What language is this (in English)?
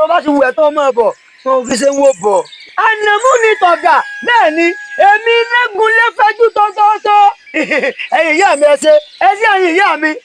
Yoruba